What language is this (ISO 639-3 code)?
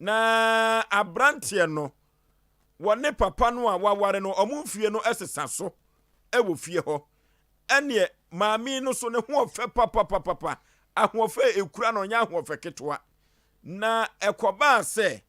aka